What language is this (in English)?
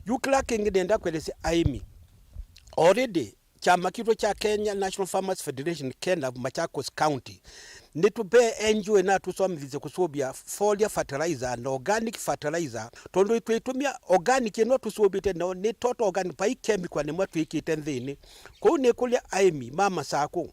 Kamba